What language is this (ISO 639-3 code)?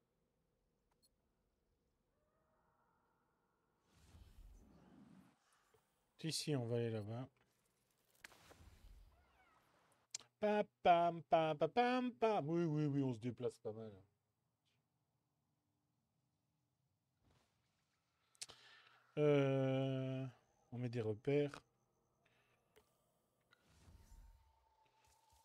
fra